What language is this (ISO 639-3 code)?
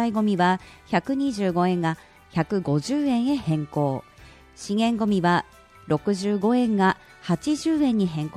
jpn